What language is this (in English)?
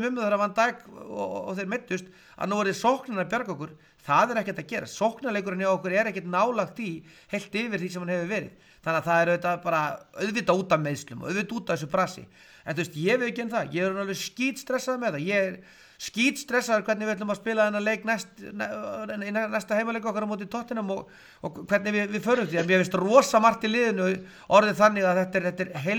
Icelandic